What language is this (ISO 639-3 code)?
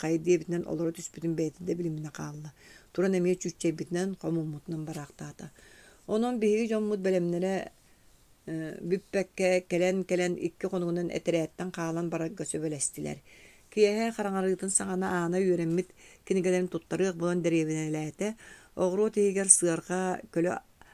sah